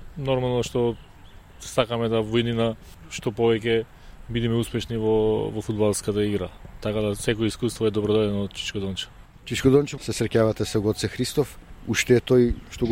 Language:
Macedonian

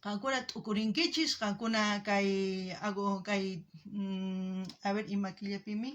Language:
South Bolivian Quechua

